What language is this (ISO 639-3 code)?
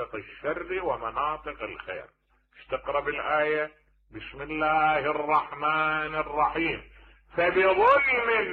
acm